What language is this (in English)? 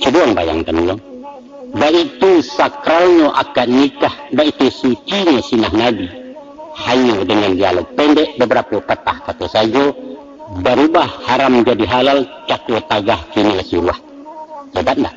Minangkabau